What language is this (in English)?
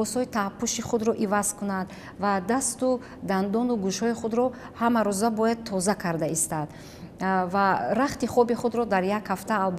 Tajik